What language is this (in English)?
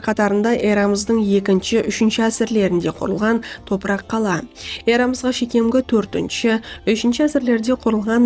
Kara-Kalpak